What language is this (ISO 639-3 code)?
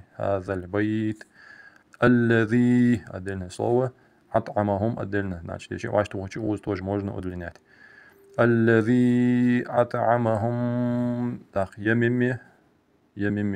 inh